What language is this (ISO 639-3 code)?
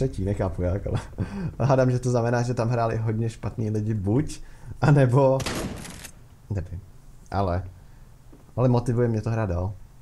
ces